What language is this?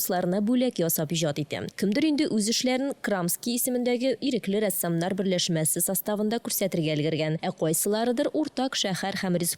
Tatar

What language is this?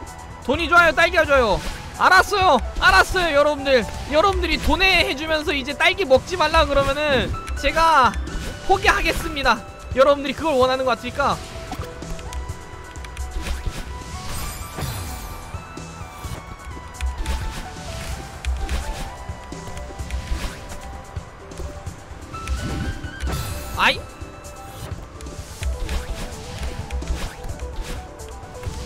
Korean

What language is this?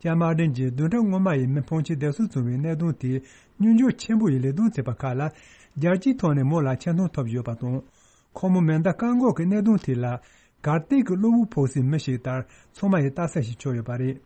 Tibetan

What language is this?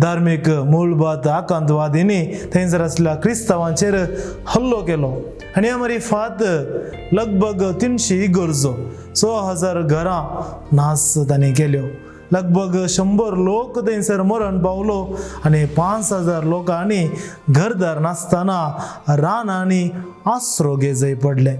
Konkani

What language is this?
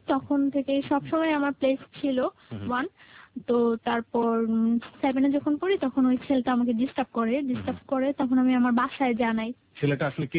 Bangla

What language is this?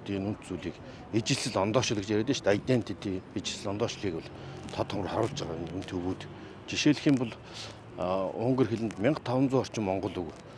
Mongolian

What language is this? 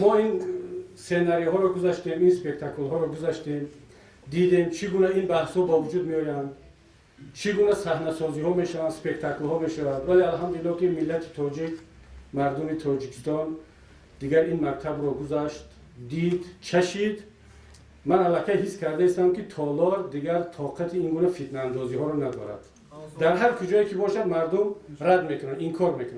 Tajik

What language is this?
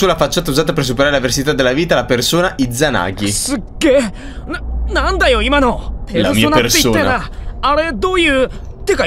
Italian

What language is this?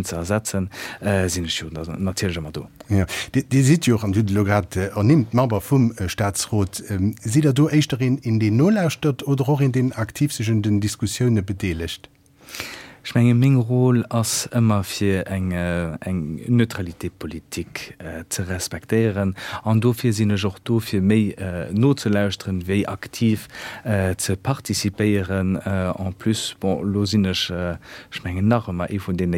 Luxembourgish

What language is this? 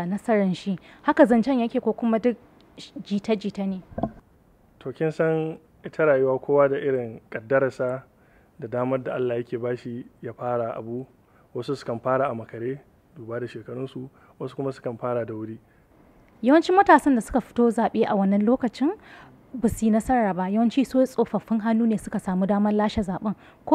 Hausa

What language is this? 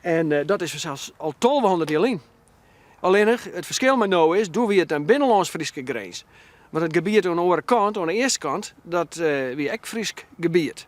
Western Frisian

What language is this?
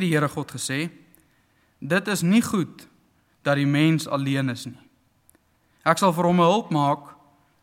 Afrikaans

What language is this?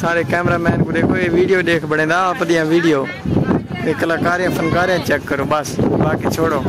Saraiki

